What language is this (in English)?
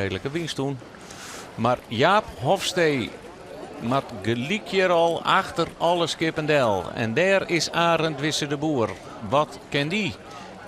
Western Frisian